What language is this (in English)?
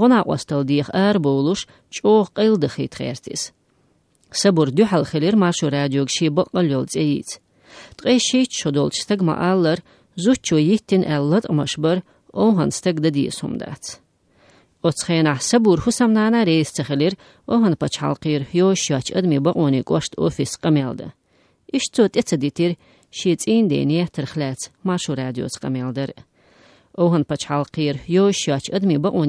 Chechen